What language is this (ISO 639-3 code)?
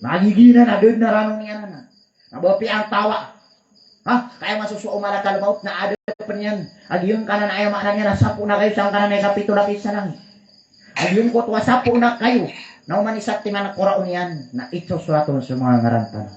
mrw